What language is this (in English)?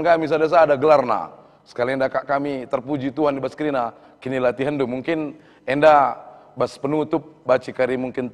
Batak Karo